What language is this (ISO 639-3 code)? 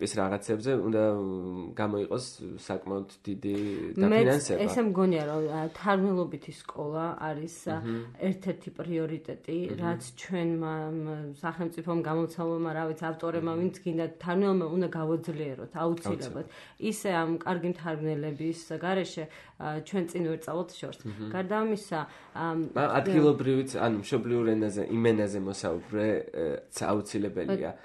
kat